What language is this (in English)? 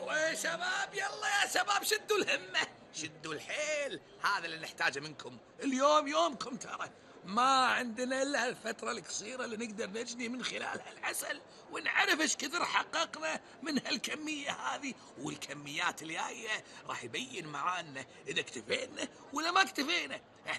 Gulf Arabic